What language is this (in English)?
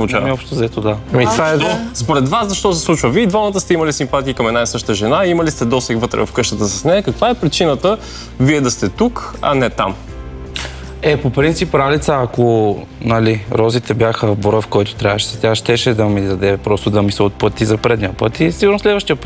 Bulgarian